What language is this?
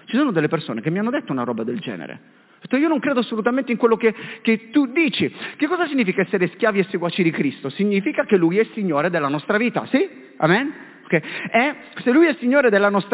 Italian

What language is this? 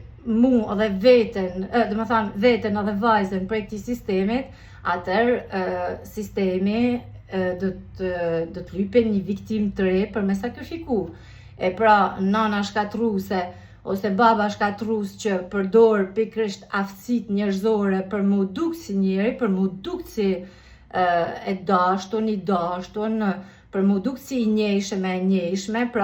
Albanian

